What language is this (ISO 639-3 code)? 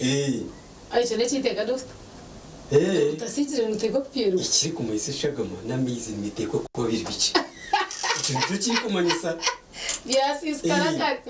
nyn